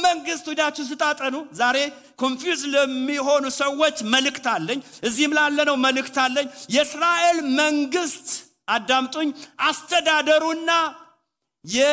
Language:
Amharic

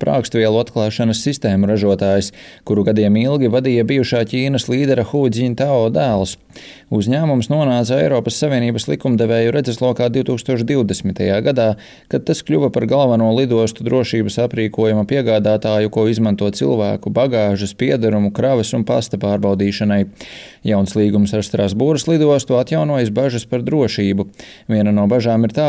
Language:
Latvian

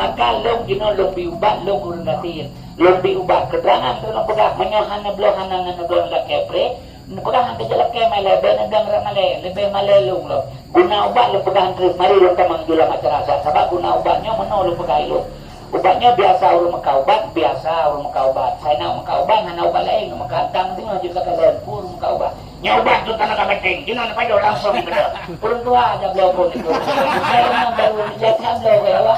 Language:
Achinese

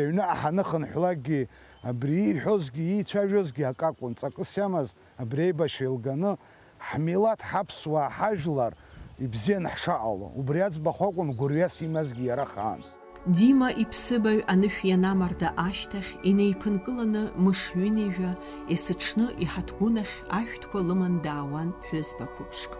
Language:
Abkhazian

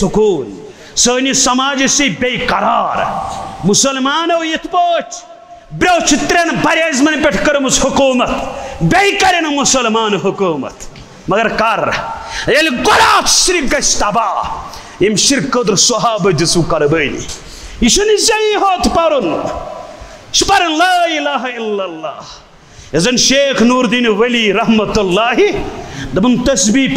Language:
Kashmiri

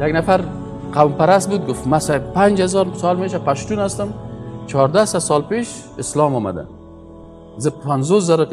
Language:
Persian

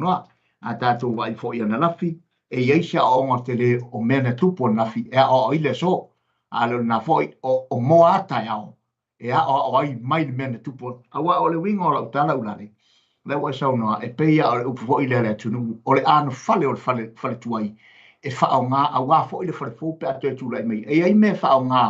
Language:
Samoan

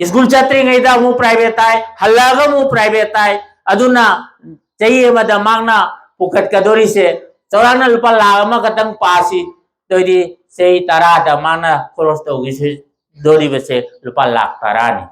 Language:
Manipuri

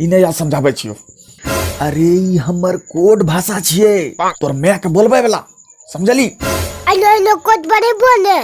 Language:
Angika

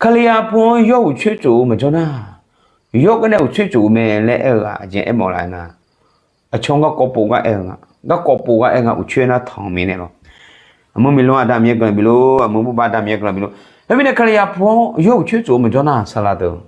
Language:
Akha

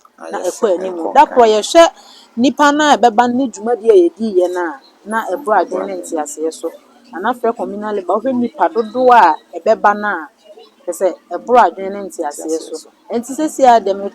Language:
Akan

